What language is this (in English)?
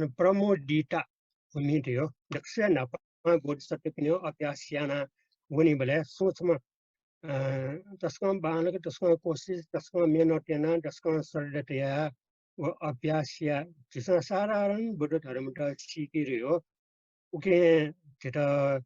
Newari